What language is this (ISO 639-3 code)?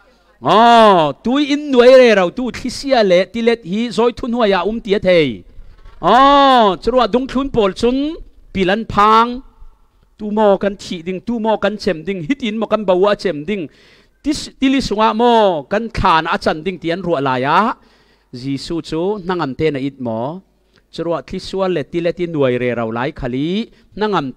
cfm